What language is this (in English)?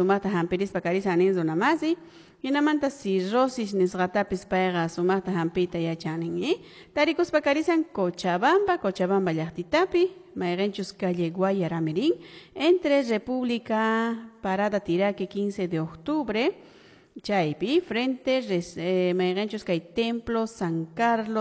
Quechua